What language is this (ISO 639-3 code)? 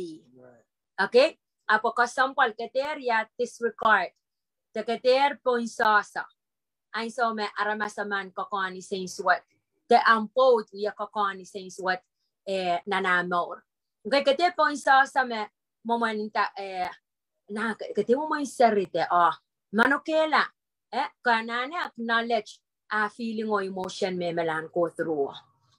pon